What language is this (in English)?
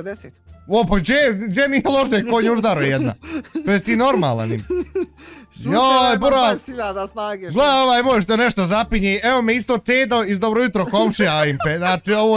Bosnian